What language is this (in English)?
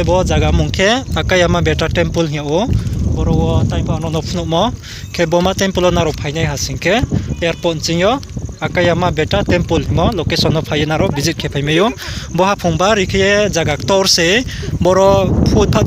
Riang (India)